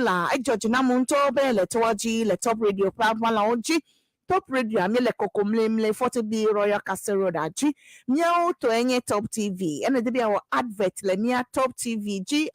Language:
Ewe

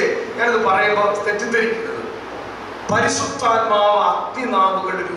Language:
Malayalam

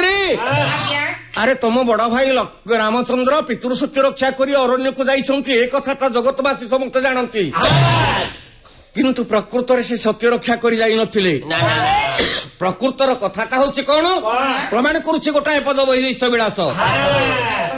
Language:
Odia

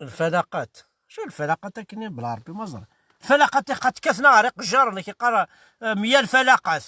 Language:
Kabyle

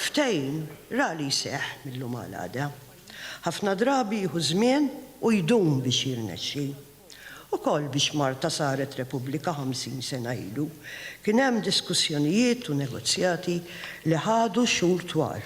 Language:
Maltese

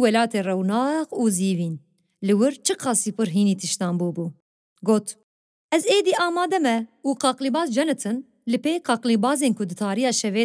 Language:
Kurdish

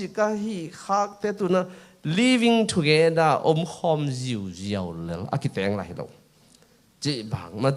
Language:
Tedim Chin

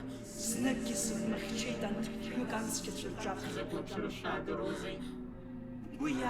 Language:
Abkhazian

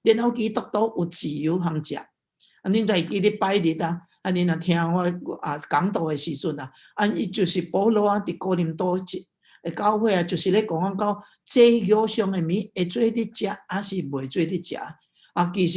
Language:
Min Nan Chinese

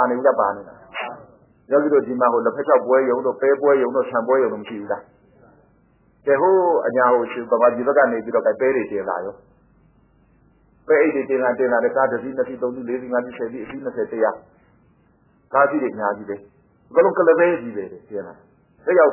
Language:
Burmese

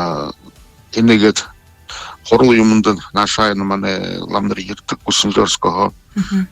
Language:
Buriat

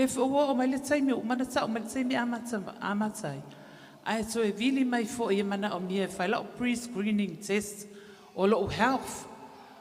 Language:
Samoan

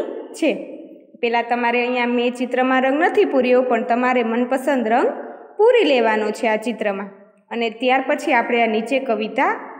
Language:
Gujarati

